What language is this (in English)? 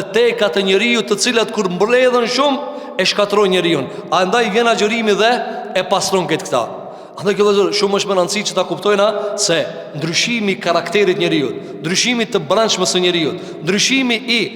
Albanian